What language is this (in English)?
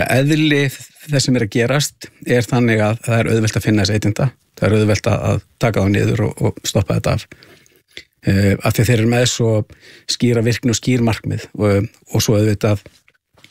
Icelandic